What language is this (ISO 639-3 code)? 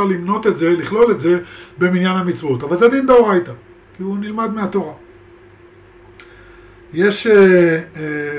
heb